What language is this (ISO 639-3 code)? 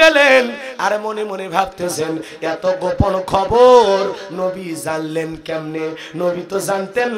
ben